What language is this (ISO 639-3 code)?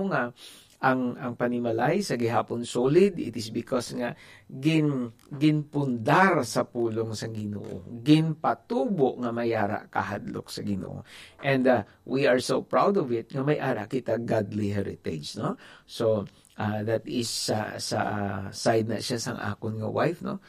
hil